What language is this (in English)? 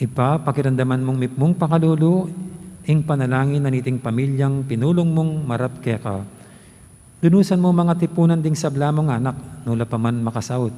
Pampanga